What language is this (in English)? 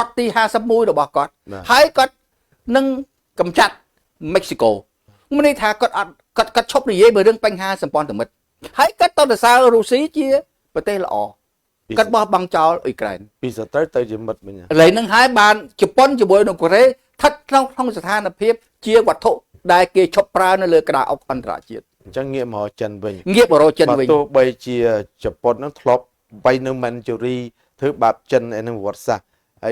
Khmer